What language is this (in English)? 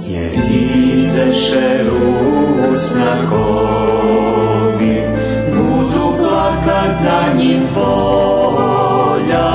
Rusyn